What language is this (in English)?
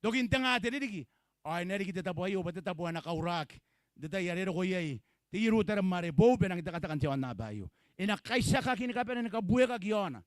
Gilbertese